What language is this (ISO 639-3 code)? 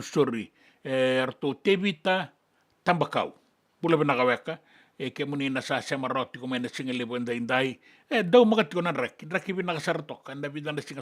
fij